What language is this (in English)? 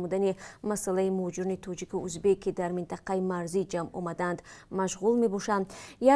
Tajik